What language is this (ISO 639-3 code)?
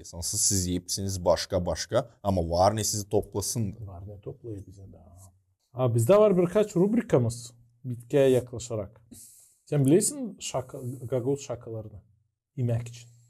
gag